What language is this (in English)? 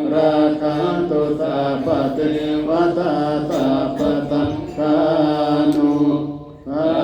Pali